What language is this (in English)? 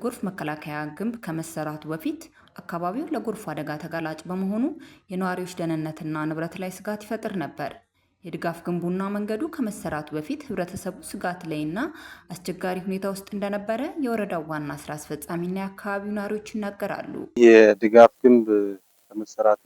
Amharic